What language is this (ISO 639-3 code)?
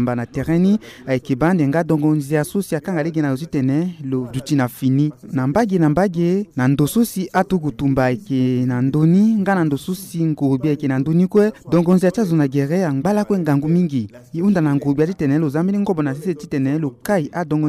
sag